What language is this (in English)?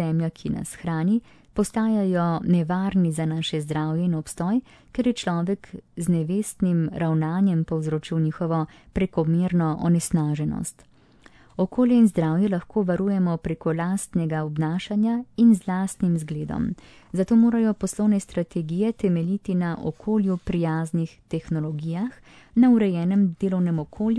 Slovenian